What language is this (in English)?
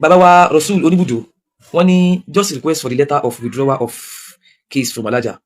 Yoruba